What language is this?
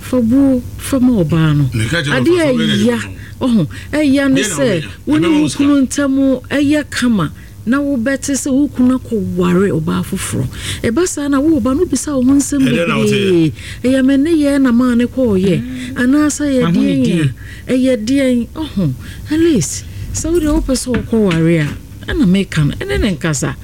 Akan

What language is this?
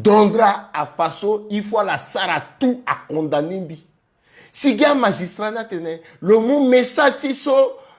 Sango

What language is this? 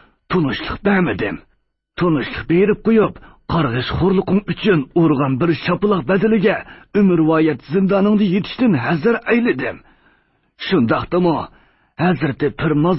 Uyghur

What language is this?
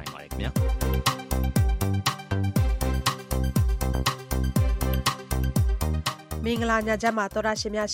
Burmese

